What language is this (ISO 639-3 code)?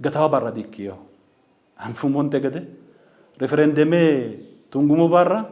sid